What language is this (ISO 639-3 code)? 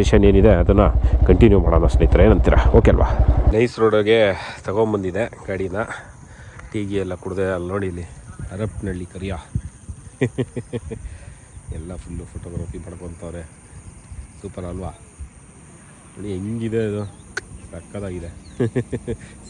kan